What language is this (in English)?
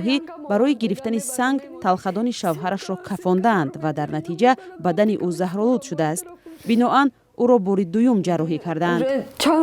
Tajik